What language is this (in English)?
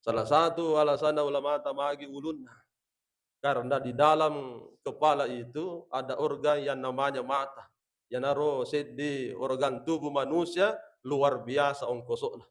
Buginese